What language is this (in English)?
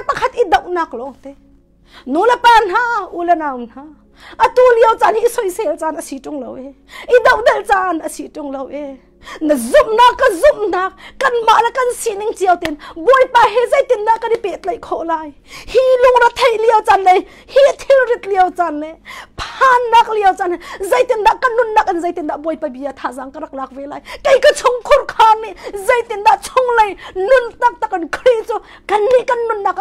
Hakha Chin